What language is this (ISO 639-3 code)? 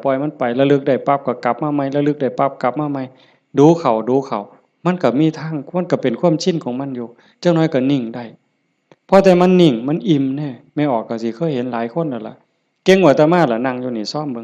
tts